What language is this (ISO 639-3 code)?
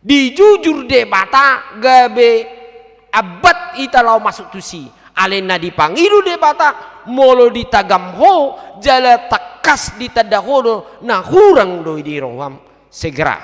bbc